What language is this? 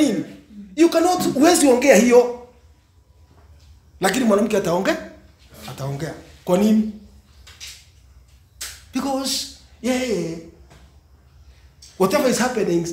Swahili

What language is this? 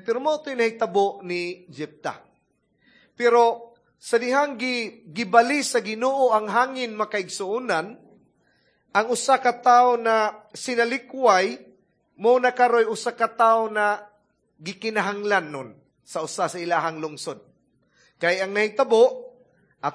Cebuano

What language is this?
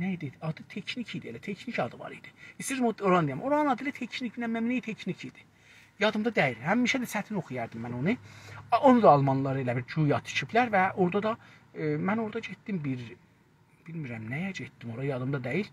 South Azerbaijani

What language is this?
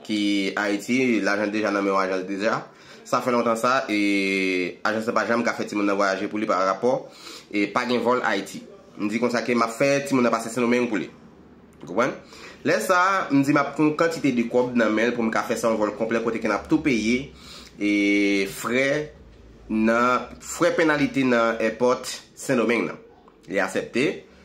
Haitian Creole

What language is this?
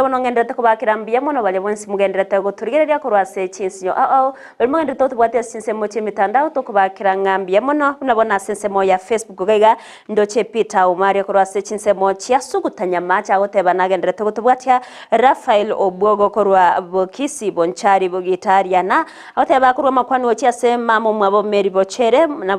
Gusii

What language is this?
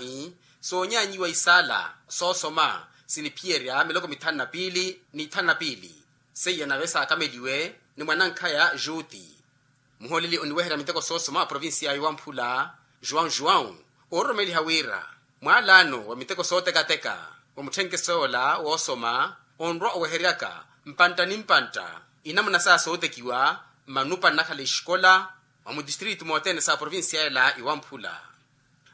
Makhuwa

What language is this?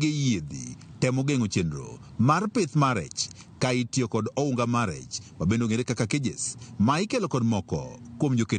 Luo (Kenya and Tanzania)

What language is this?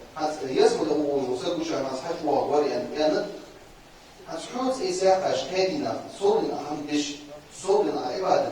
Ingush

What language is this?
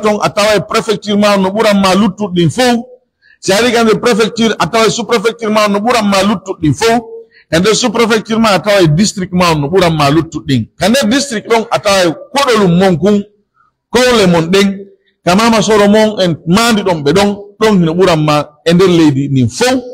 Pular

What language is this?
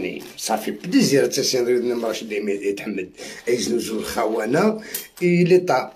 Algerian Arabic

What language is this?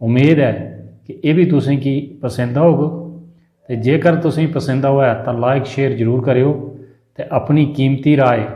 Dogri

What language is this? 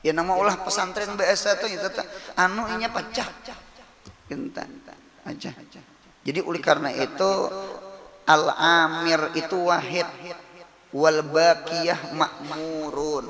Banjar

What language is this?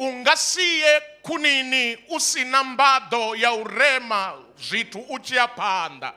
Venda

